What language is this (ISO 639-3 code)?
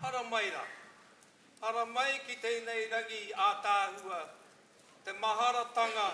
mri